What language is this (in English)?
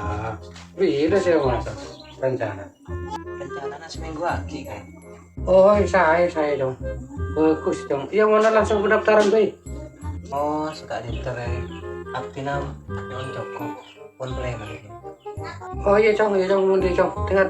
Madurese